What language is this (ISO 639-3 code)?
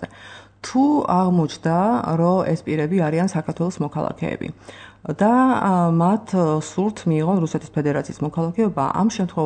kat